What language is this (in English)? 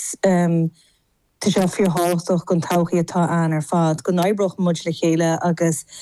Irish